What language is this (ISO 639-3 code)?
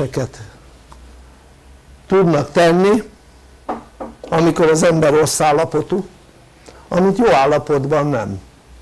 hun